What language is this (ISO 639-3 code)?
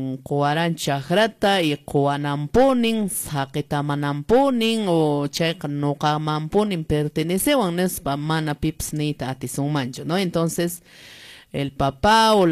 que